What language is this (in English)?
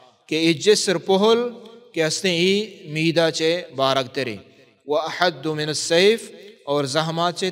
Baluchi